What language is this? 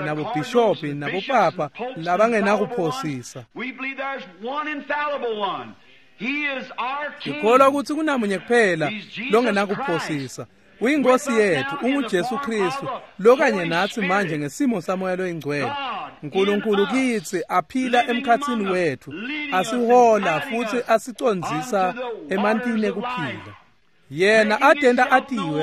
Swati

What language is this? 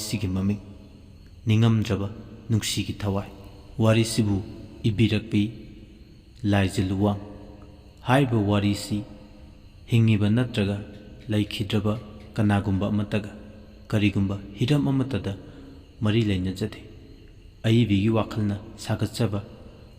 Manipuri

